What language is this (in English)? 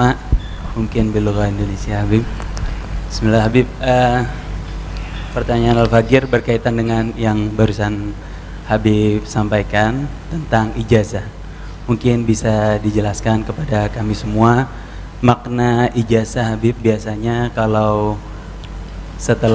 Indonesian